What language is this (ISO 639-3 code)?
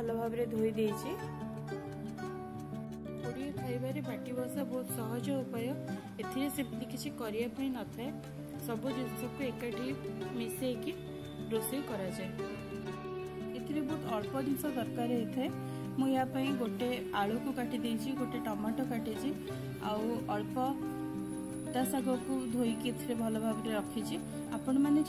ori